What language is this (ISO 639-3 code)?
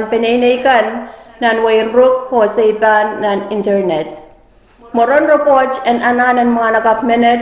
pon